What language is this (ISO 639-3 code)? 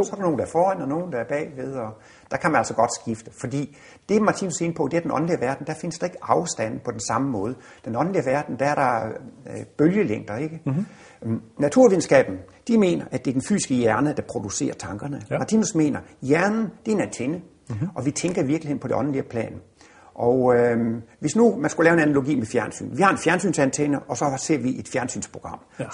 dan